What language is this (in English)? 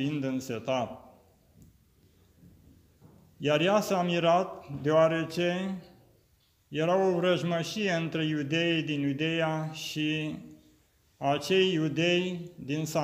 Romanian